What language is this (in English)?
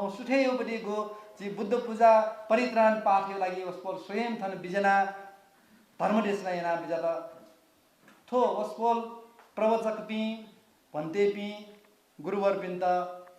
Newari